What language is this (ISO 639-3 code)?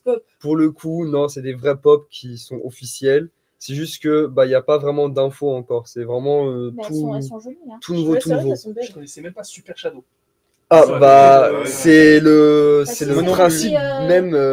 fra